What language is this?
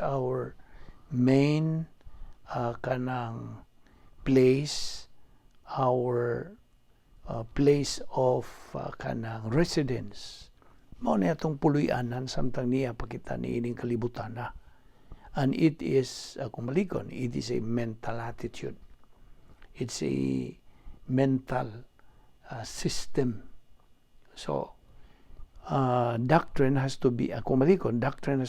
Cebuano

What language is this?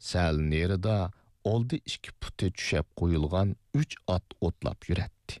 Uyghur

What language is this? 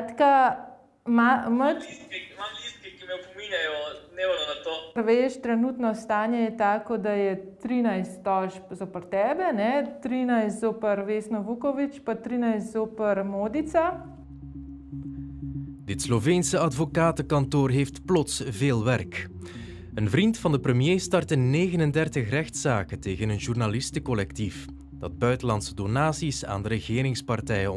Dutch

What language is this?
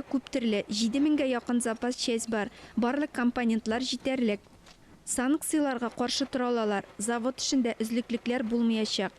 Tatar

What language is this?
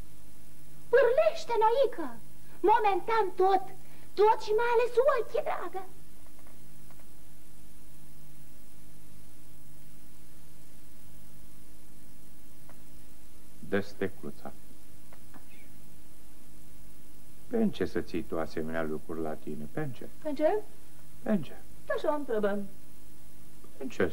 Romanian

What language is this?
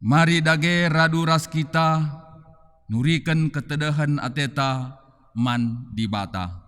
Batak Karo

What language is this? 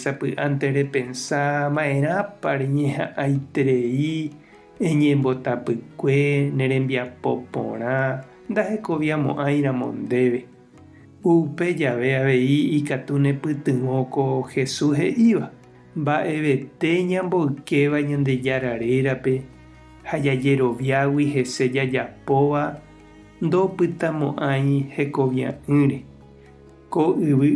Guarani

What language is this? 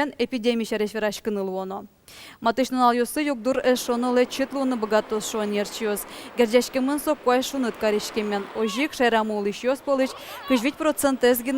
Udmurt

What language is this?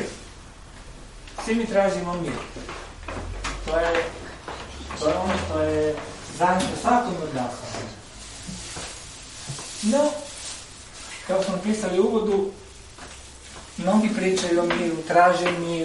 Croatian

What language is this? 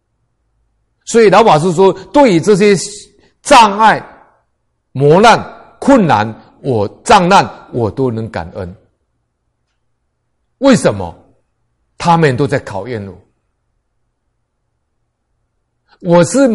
Chinese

